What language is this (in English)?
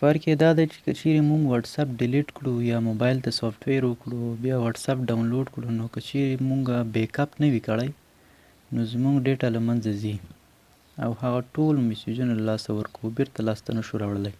Pashto